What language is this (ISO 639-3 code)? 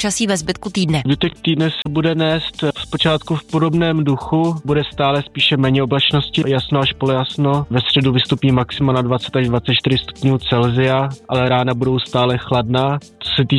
ces